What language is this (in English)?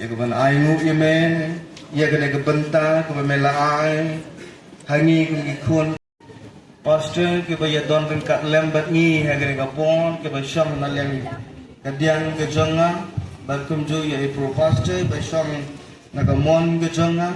Khasi